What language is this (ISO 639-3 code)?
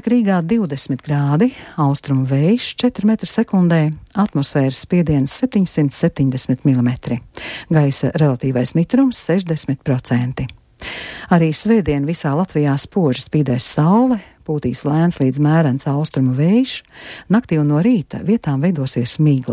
lav